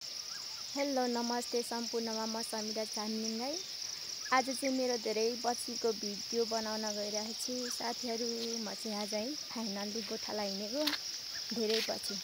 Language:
Nepali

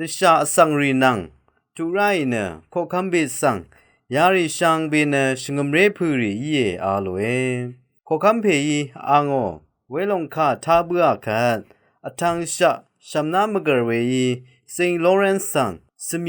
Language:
Rawang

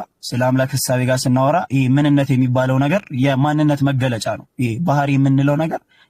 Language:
Amharic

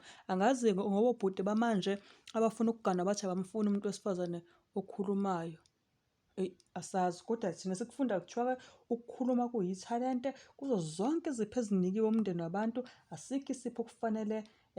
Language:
Zulu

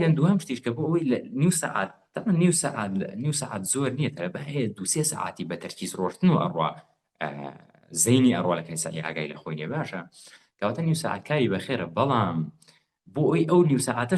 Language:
Central Kurdish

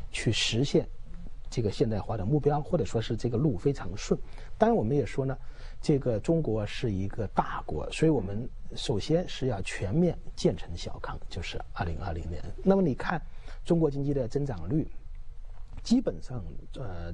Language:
Chinese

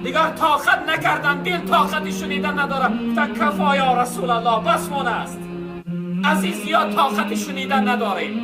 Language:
Tajik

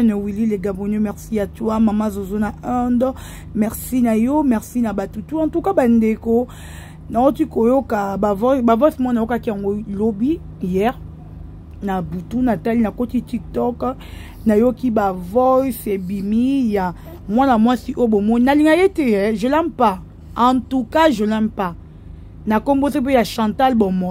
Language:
Lingala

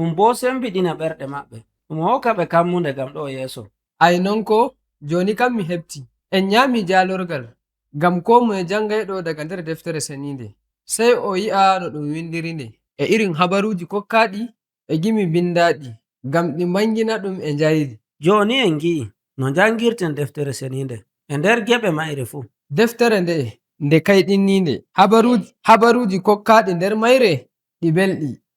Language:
Nigerian Fulfulde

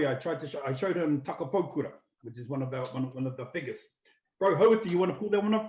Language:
Māori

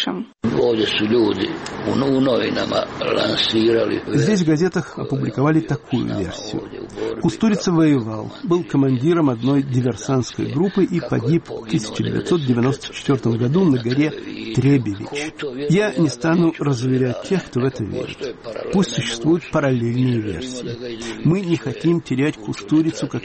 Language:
Russian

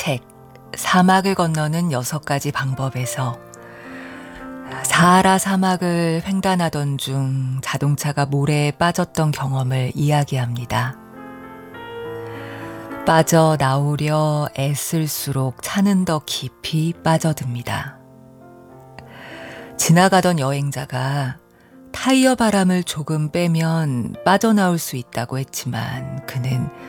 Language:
Korean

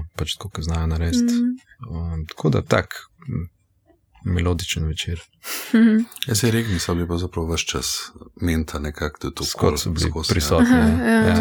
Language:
Slovenian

